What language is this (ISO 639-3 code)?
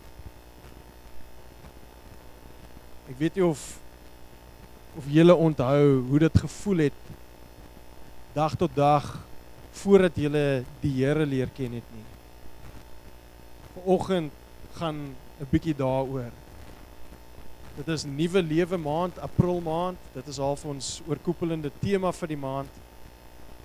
afr